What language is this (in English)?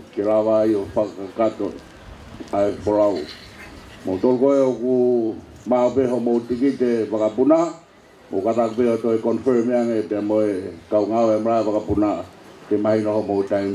Tongan